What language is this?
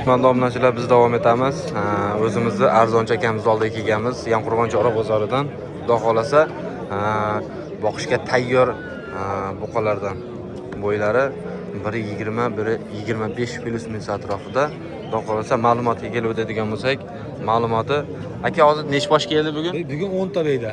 Uzbek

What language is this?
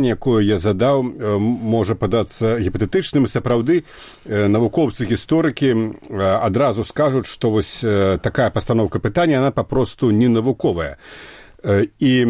Belarusian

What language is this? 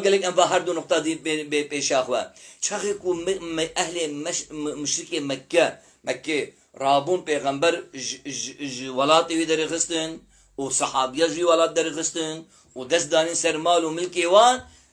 Kurdish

